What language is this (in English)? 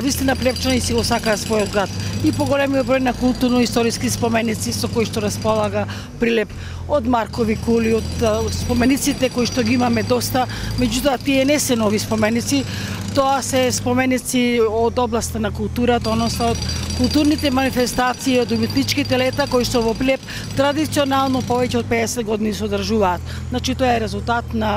Macedonian